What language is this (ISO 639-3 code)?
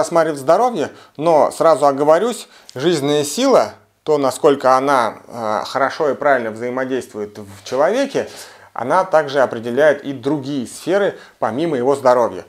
rus